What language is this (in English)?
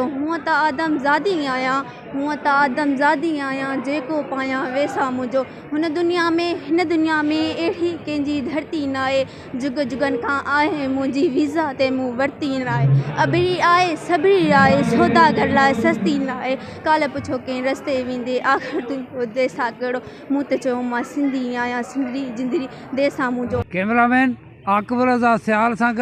Sindhi